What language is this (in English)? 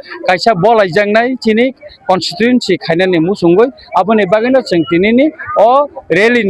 Kok Borok